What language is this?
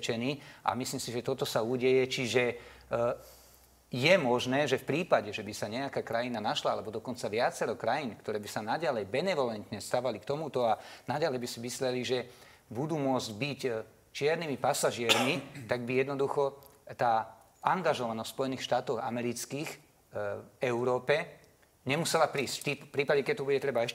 Slovak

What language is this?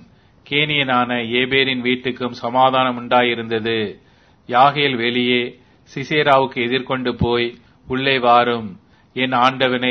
Tamil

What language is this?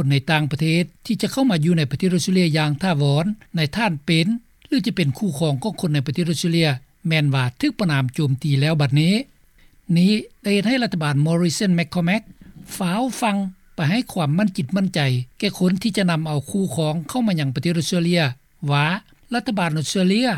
Lao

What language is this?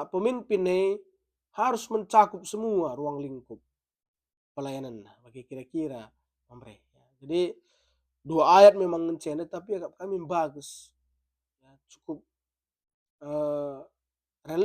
Batak Karo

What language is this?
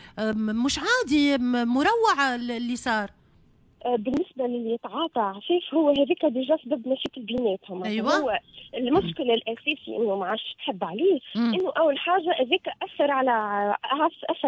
Tunisian Arabic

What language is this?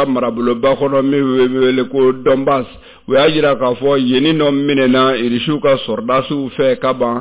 Bambara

